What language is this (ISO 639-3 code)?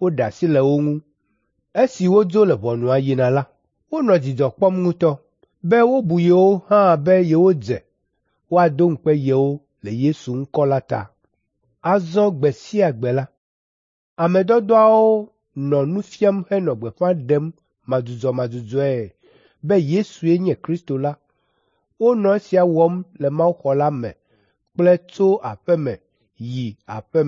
ewe